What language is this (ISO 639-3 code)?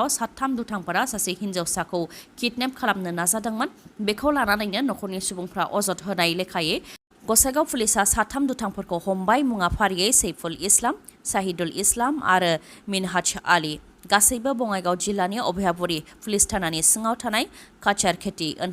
brx